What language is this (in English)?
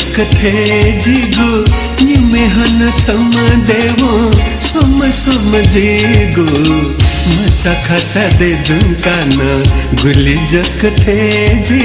Newari